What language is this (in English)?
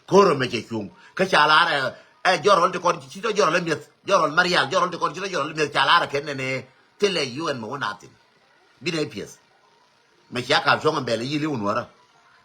Nuer